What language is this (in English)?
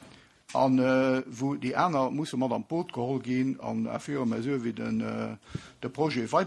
Luxembourgish